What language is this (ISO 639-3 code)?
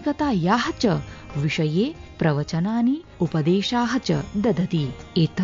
san